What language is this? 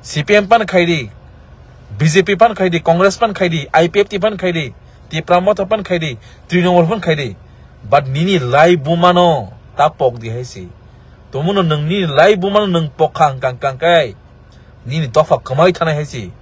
Kok Borok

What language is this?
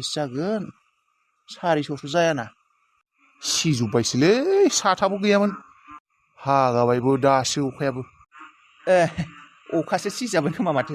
Bodo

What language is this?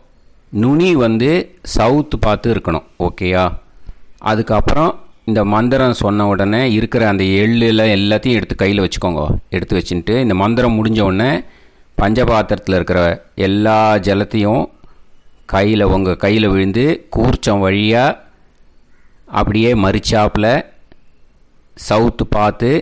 Tamil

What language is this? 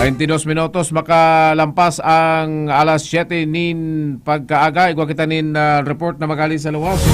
Bikol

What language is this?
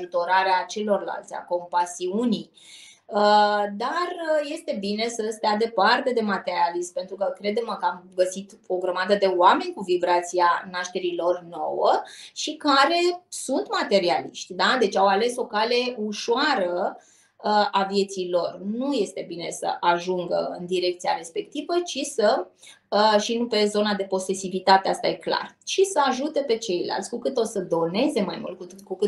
Romanian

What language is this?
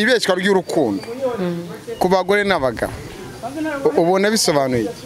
Kinyarwanda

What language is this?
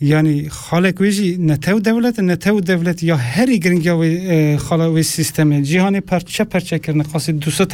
Kurdish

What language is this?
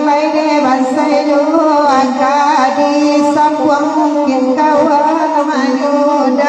Minangkabau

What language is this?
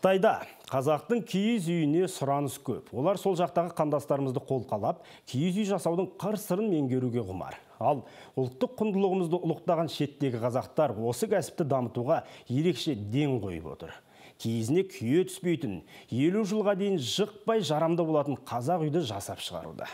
Kazakh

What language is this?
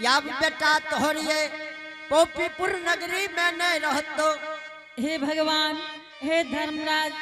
Angika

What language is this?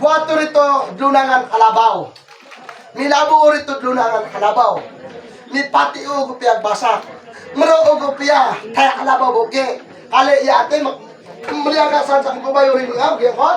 Cebuano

